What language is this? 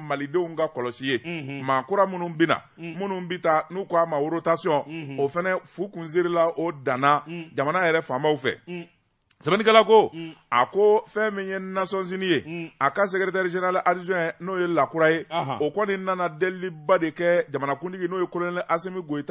Bambara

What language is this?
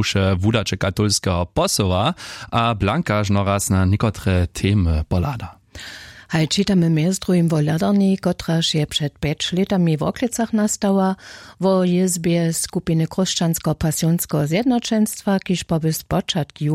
Upper Sorbian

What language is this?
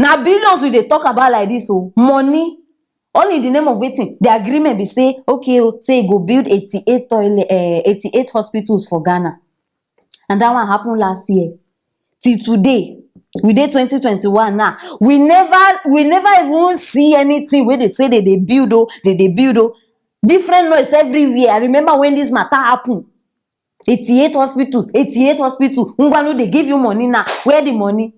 Nigerian Pidgin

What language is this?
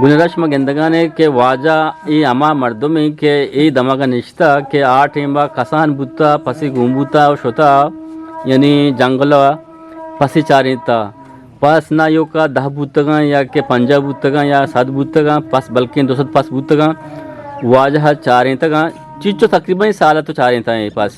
Eastern Balochi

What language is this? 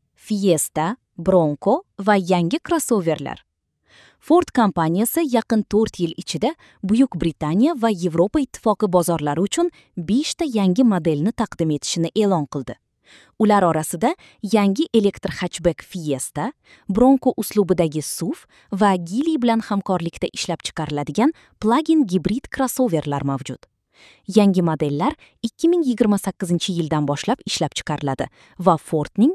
Uzbek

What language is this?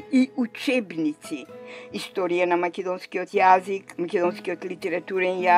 Macedonian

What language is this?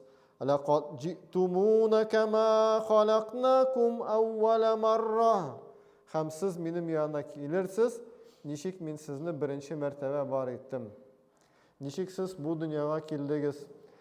Tatar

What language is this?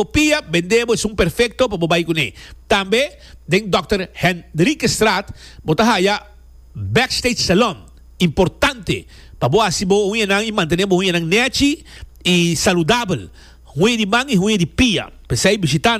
Papiamento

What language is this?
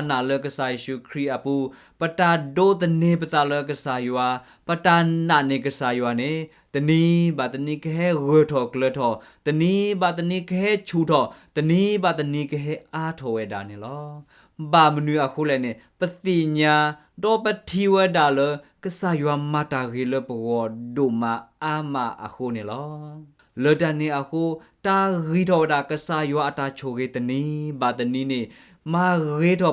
S'gaw Karen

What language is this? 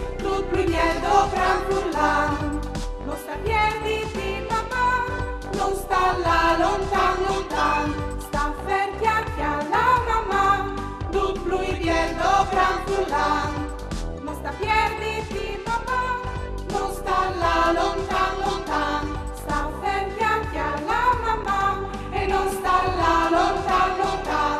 Friulian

